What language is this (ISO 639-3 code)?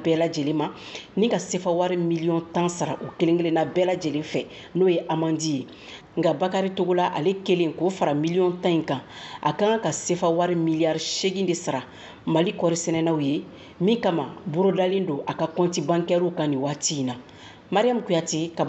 bam